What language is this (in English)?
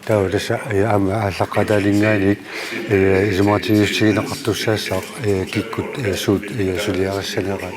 Kalaallisut